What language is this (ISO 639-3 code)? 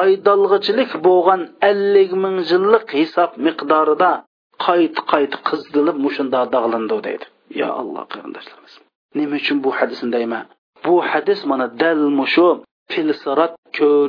uig